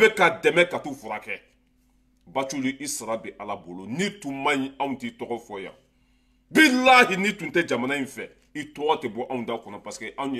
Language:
Bambara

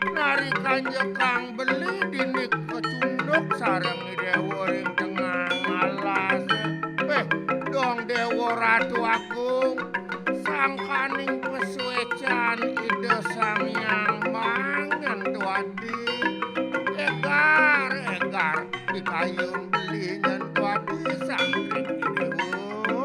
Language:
Balinese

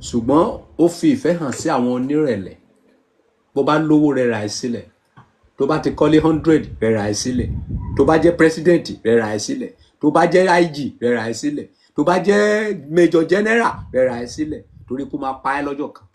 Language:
Yoruba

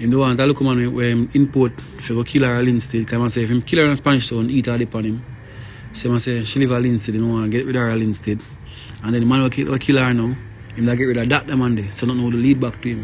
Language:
Jamaican Creole English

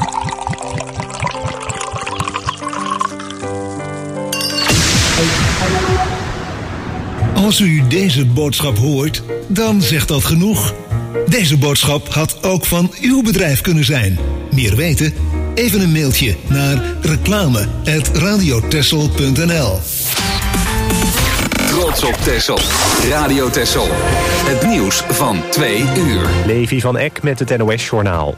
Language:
Dutch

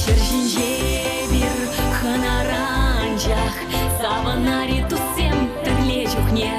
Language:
Chuvash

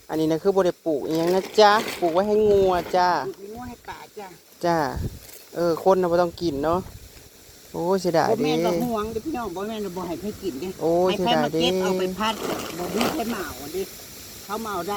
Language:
Northeastern Thai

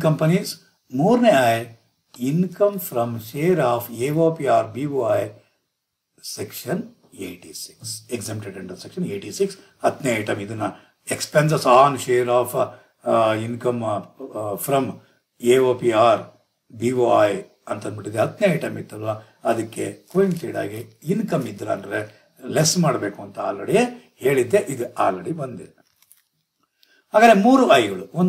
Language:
Kannada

